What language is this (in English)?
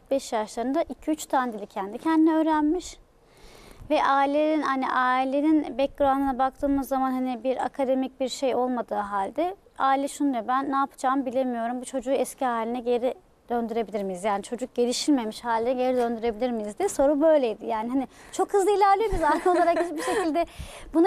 Turkish